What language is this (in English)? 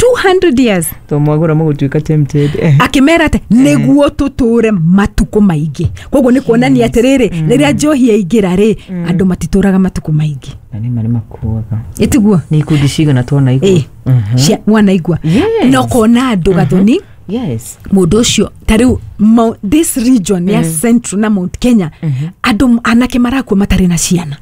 Kikuyu